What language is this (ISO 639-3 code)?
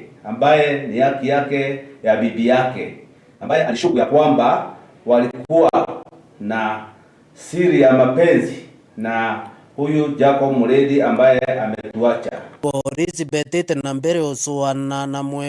mer